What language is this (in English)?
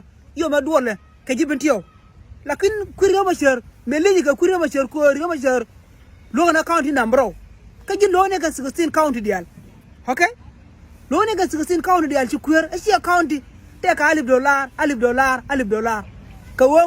Nuer